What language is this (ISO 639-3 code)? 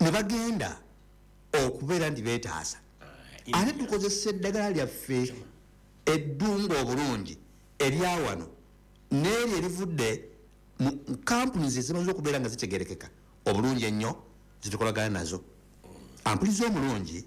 lug